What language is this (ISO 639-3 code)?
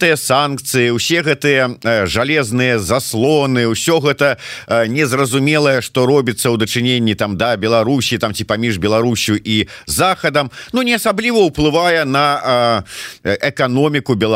bel